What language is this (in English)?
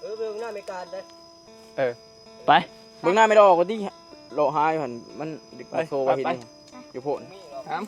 Northeastern Thai